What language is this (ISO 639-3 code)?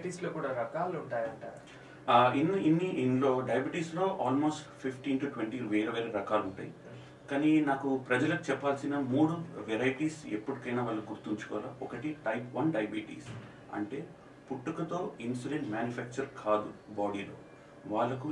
tel